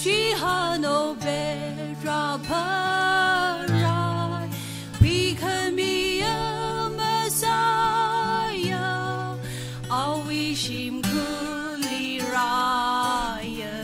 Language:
Tangkhul Naga (India)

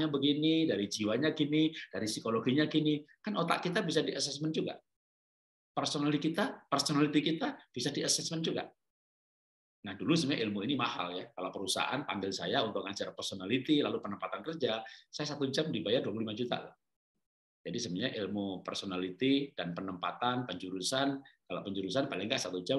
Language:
Indonesian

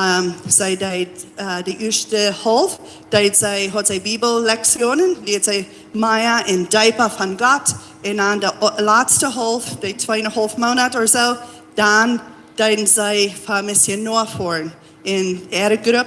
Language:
Plautdietsch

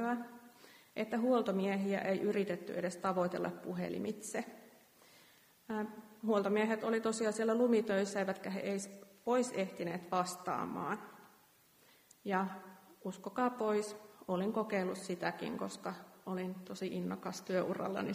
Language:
Finnish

